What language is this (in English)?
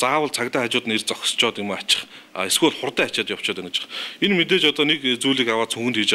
Mongolian